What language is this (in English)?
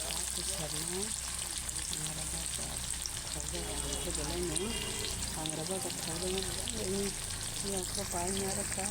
Kok Borok